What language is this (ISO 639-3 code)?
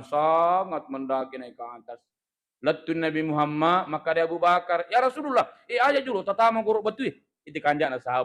bug